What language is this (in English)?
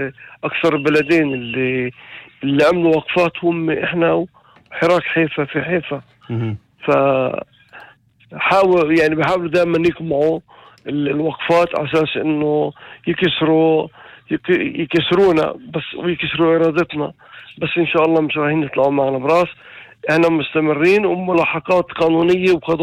North Levantine Arabic